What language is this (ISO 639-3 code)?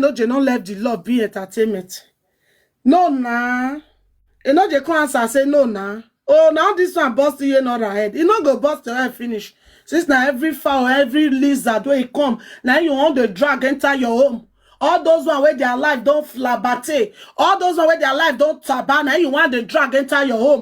pcm